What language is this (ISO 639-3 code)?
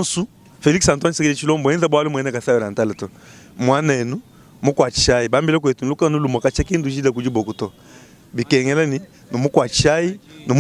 lua